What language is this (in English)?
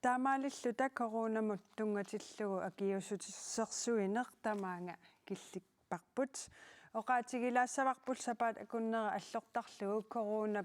Kalaallisut